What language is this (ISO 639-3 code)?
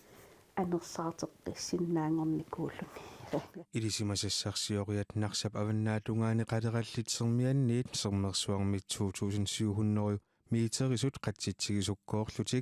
kal